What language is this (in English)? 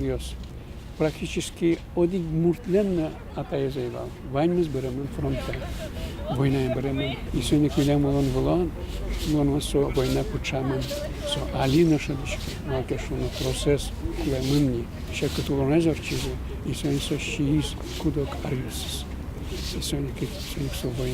Udmurt